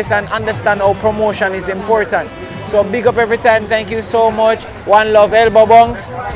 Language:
Jamaican Creole English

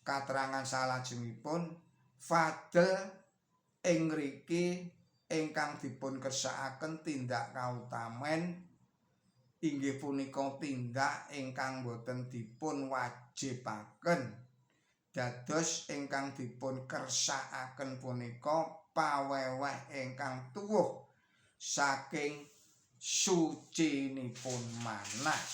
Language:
Javanese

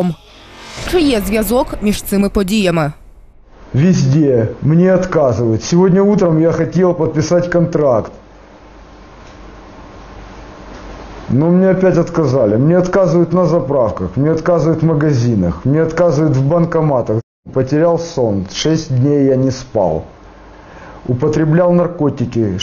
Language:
Ukrainian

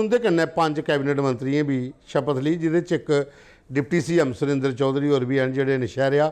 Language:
Dogri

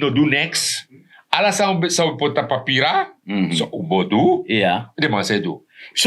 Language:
Sranan Tongo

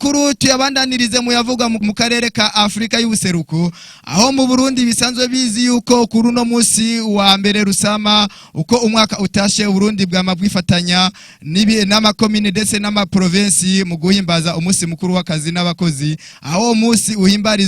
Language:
Rundi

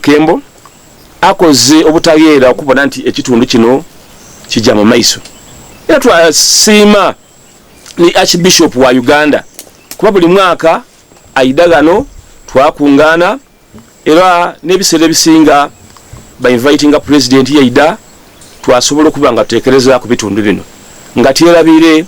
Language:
Soga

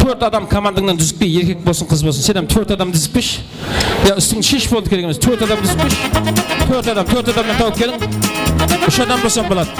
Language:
Kara-Kalpak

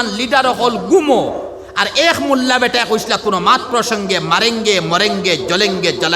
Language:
Sylheti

